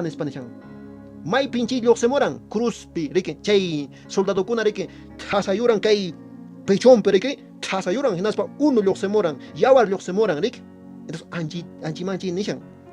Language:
Quechua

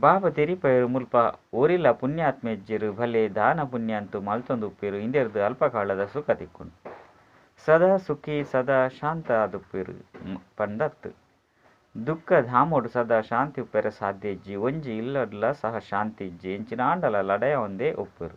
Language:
Tulu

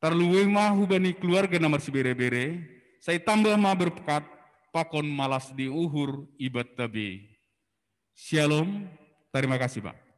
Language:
Batak Simalungun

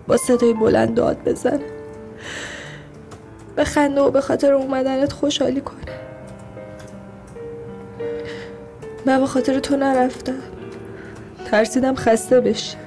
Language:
Persian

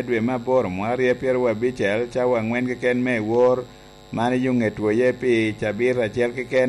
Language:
Lango (Uganda)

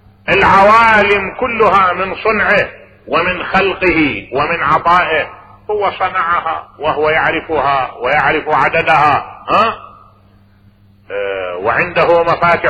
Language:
Arabic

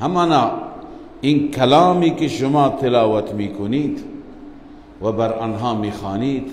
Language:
Persian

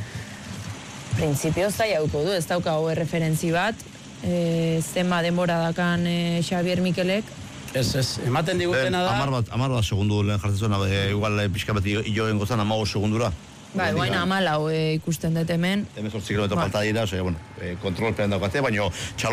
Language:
Basque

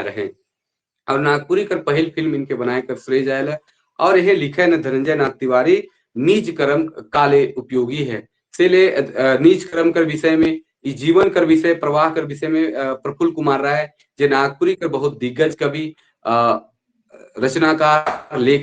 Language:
Sadri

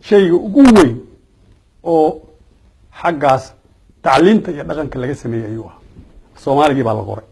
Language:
Somali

